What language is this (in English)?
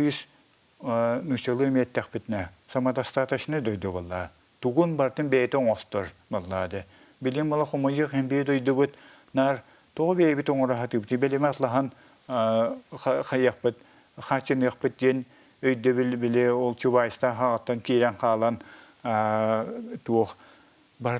Yakut